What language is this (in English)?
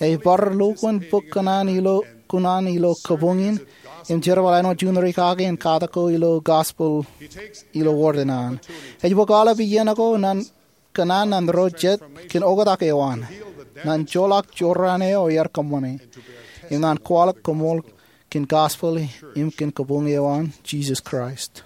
Marshallese